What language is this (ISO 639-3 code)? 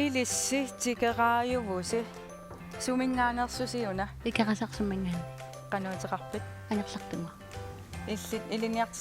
kal